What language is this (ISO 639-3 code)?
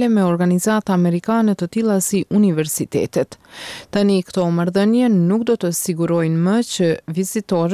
sqi